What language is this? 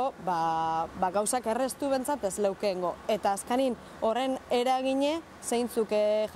Basque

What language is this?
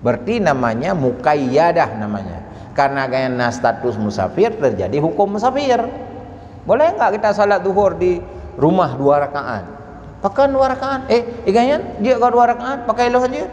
Achinese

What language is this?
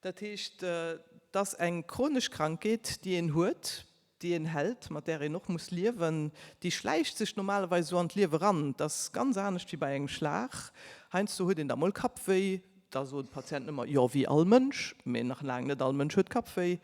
Luxembourgish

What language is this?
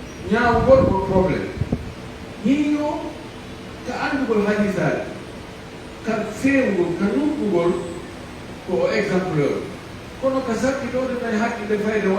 Pular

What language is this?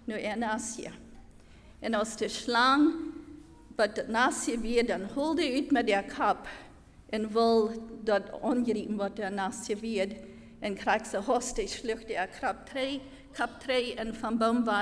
Plautdietsch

